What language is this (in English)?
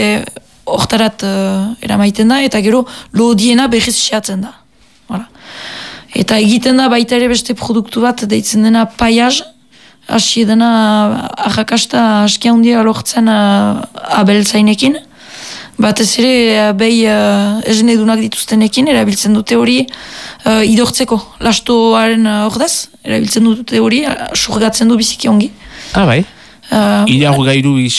Basque